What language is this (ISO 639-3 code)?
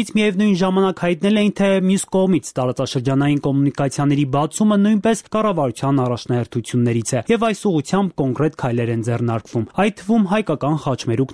hye